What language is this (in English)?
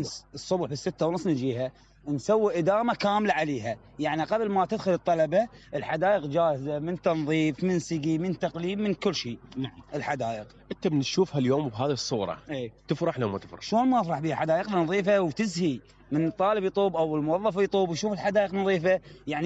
Mesopotamian Arabic